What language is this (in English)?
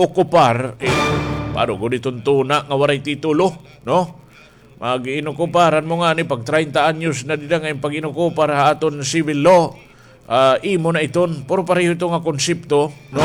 Waray